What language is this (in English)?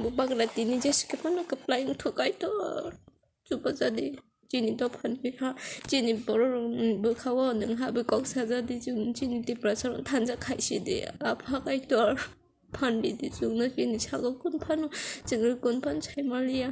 Kok Borok